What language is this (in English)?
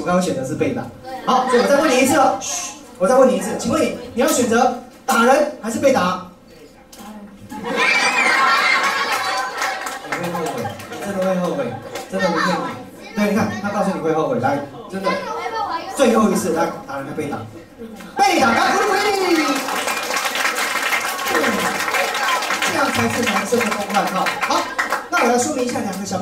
Chinese